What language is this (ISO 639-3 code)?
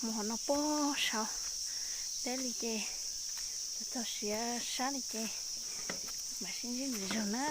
hmn